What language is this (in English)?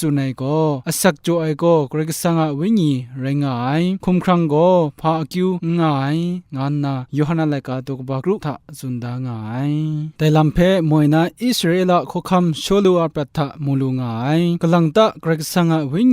Kachin